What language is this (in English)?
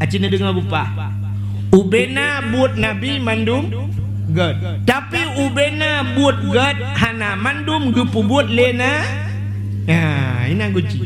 Achinese